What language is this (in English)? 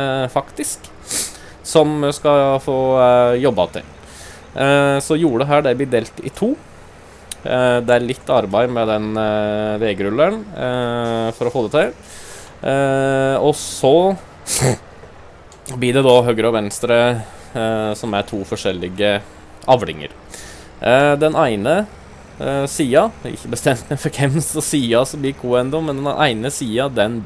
Norwegian